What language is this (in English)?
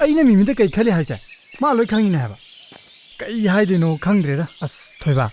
Manipuri